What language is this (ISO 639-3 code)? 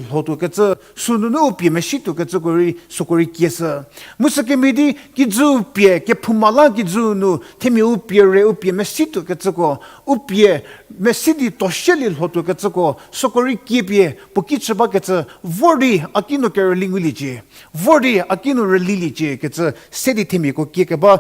njm